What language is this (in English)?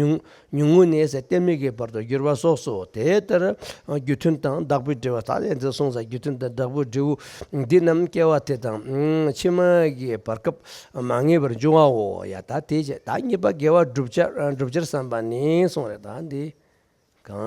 Tibetan